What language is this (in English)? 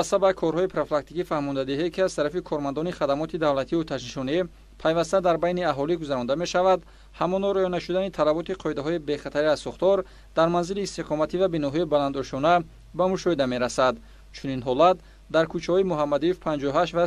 Tajik